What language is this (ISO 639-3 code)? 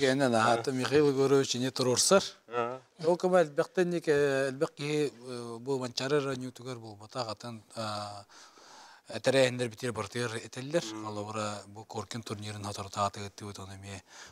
sah